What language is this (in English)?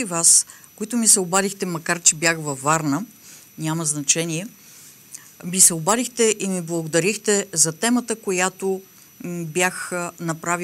Bulgarian